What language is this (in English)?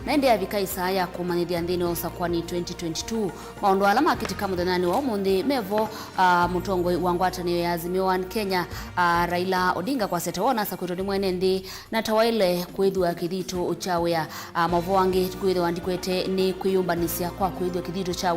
Kamba